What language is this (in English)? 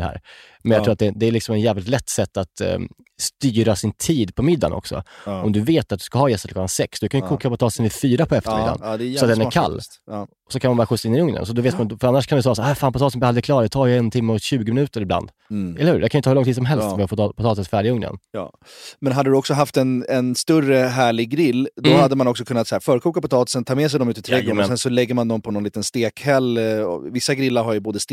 Swedish